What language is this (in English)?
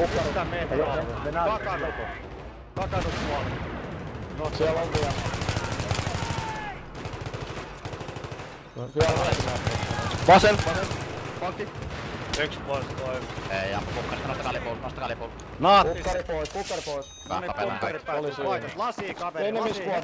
Finnish